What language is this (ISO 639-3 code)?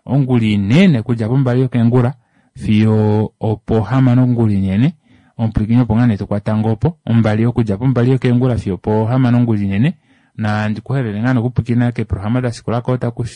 kua